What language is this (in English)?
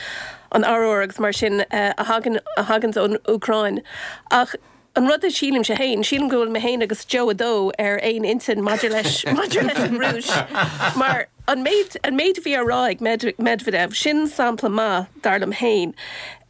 Irish